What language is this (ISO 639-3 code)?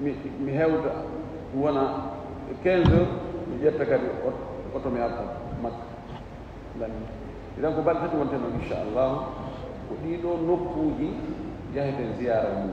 ful